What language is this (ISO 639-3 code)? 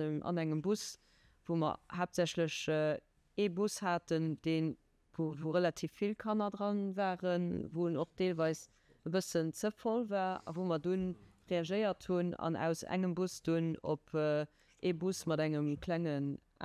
ltz